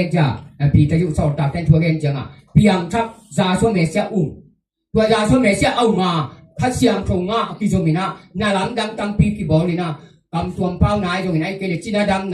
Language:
Tedim Chin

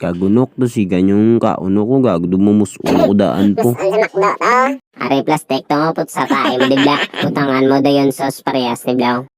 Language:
Hiligaynon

